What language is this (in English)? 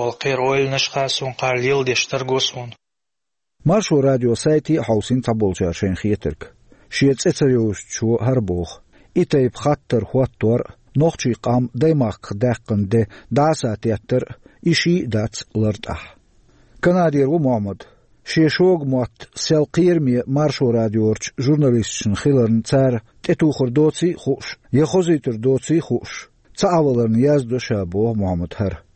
Chechen